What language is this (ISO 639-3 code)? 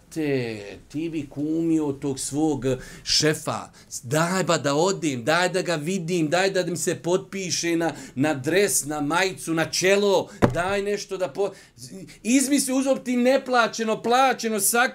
bos